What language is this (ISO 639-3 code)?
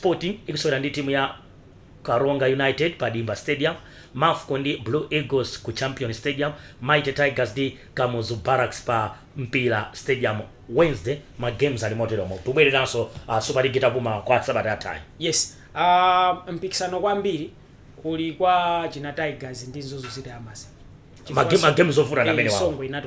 nya